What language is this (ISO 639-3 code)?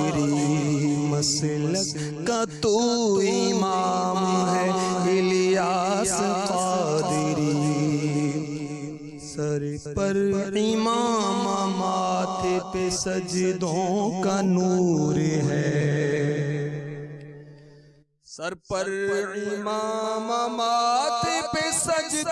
urd